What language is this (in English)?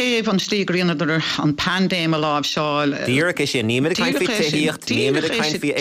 Irish